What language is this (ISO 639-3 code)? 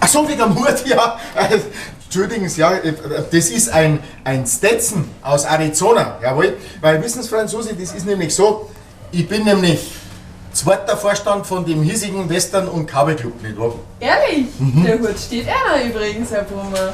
bar